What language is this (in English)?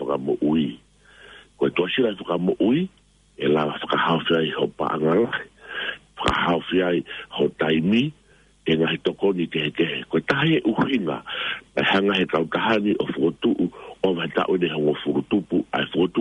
Tongan